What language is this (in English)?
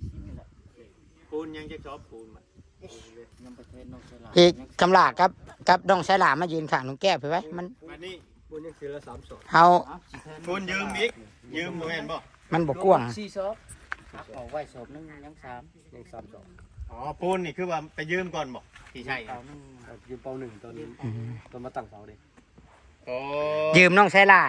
Northeastern Thai